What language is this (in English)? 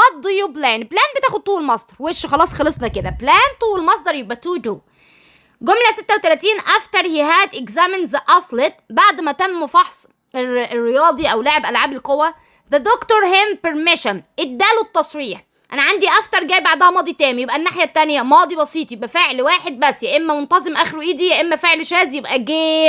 Egyptian Arabic